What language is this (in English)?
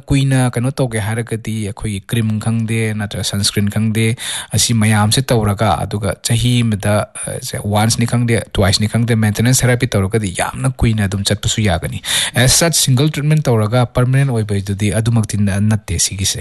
Manipuri